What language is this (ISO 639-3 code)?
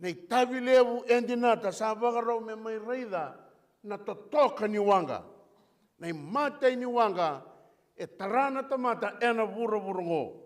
fij